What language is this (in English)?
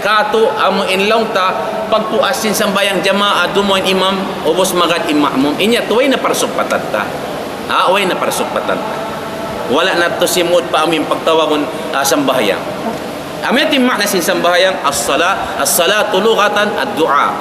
Tausug